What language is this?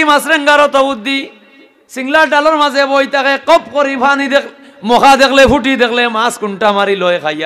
Sylheti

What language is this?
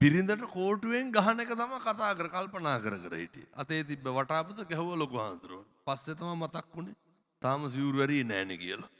Sinhala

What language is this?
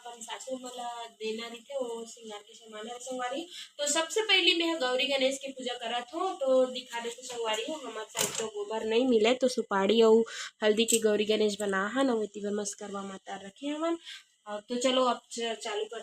Chhattisgarhi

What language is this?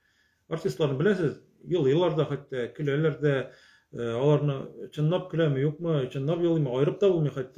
Tatar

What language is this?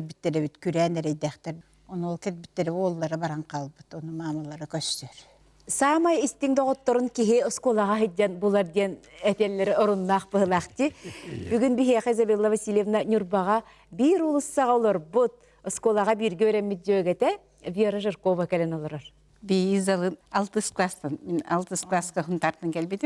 Yakut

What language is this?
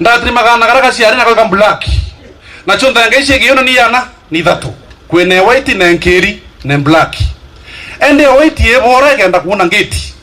Meru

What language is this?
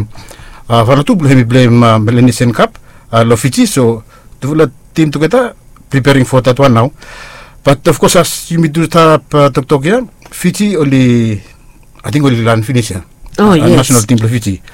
Bislama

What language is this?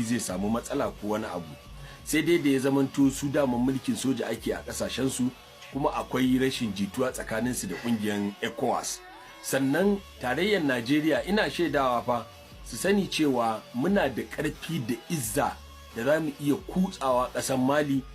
Hausa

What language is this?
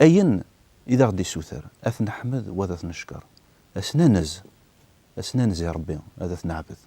Kabyle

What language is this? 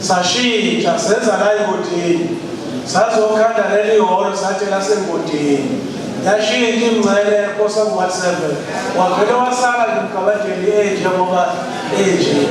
Zulu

